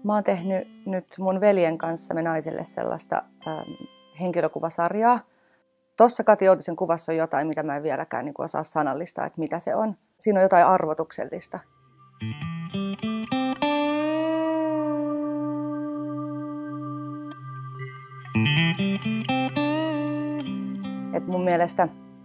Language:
Finnish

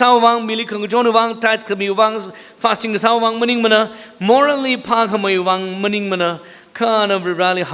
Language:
Tangkhul Naga (India)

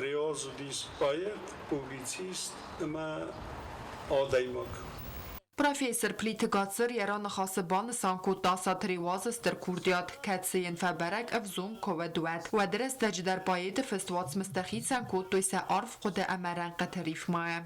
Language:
Ossetic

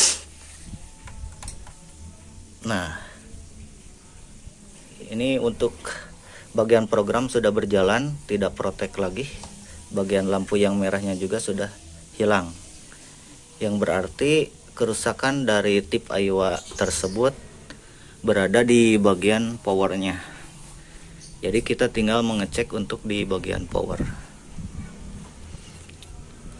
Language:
Indonesian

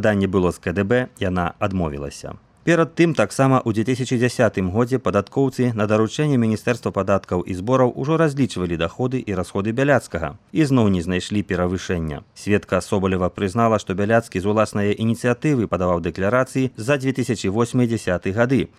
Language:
Belarusian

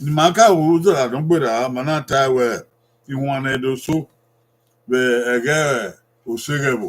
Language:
Bini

